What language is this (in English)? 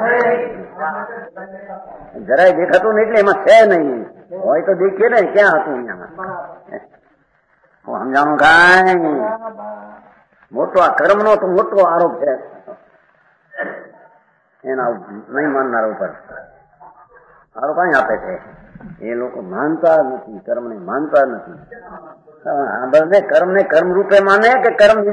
Gujarati